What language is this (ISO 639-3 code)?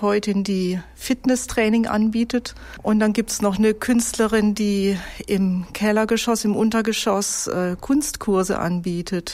deu